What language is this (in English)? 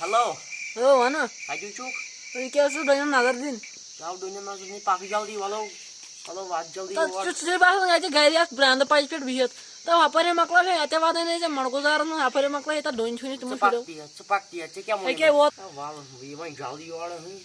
Kashmiri